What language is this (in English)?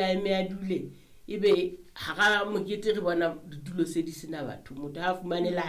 Southern Sotho